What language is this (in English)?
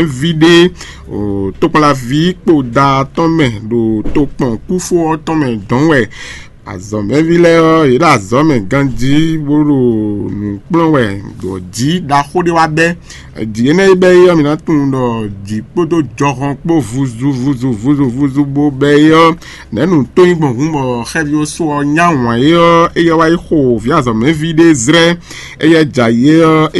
Fon